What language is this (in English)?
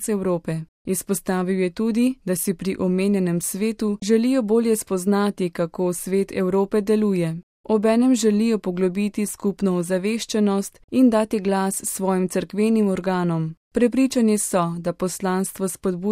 Slovenian